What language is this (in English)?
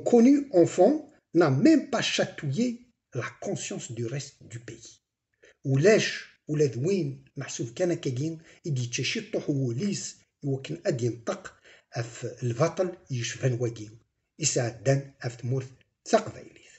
Kabyle